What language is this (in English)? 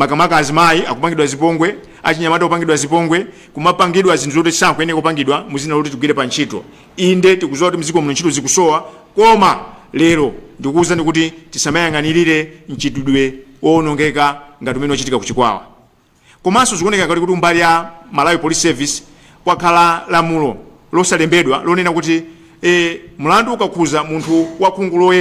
Nyanja